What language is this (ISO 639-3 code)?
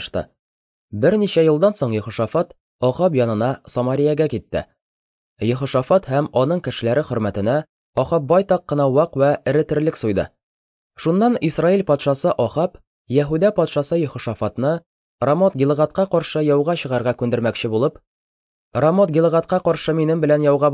tat